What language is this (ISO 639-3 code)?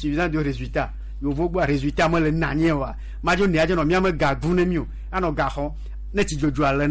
gej